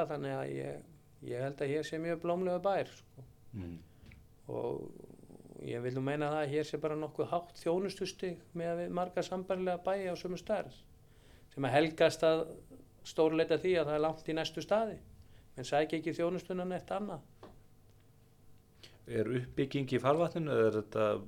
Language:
Icelandic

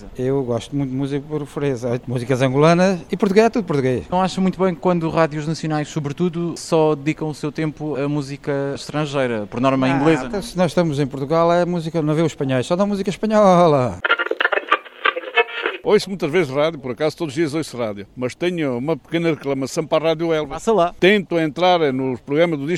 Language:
Portuguese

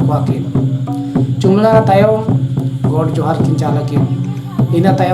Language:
Santali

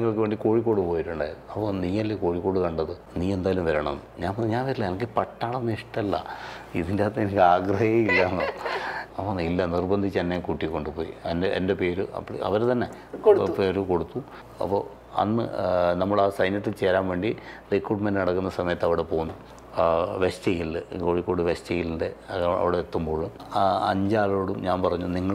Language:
Malayalam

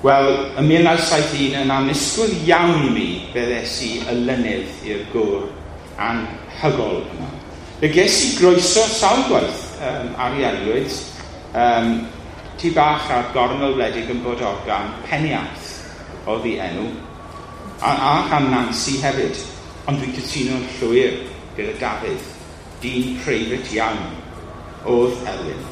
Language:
Welsh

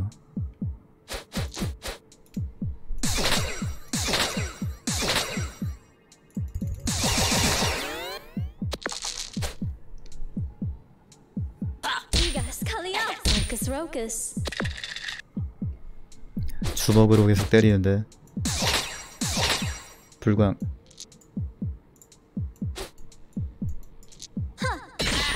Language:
Korean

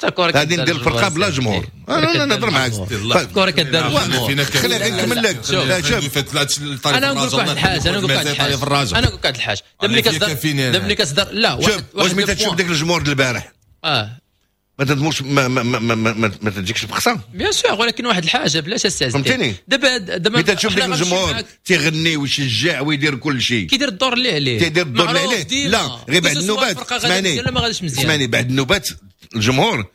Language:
Moroccan Arabic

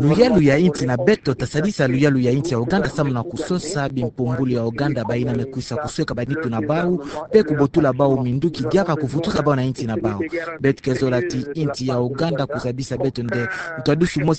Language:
Kituba (Democratic Republic of Congo)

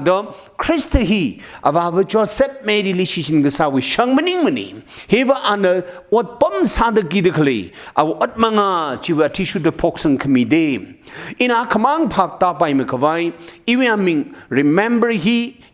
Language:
Tangkhul Naga (India)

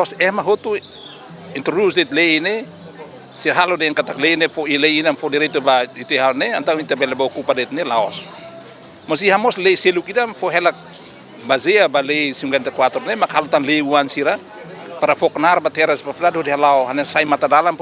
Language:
Tetum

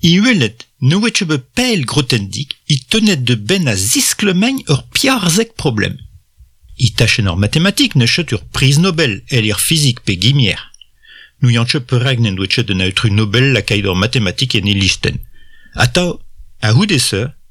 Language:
Breton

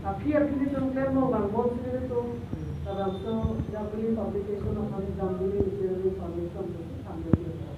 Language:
Karbi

